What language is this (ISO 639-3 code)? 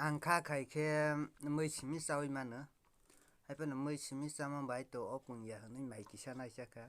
trp